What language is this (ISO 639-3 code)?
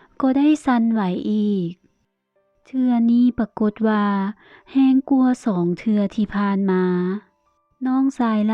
lao